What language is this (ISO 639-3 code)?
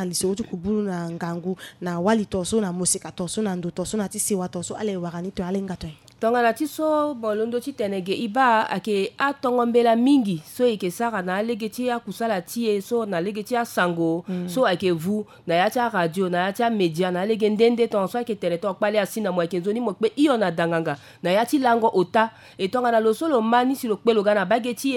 sag